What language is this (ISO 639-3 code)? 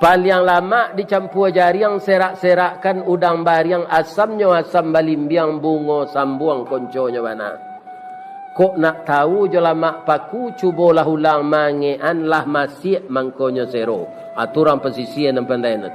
min